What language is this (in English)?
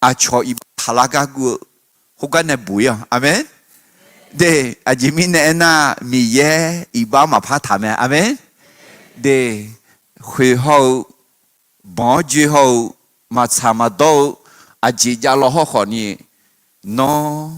Akha